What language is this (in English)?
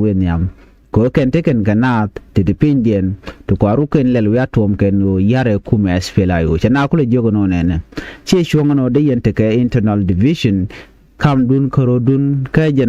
Nuer